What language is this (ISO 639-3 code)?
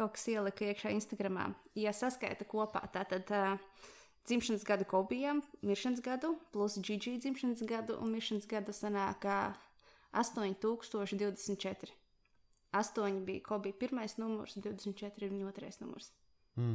lav